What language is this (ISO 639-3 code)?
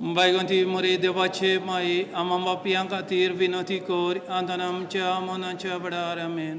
kok